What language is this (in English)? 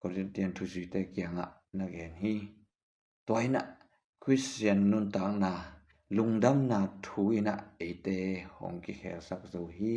Tedim Chin